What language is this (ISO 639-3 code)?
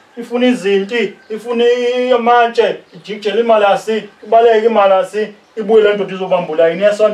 zul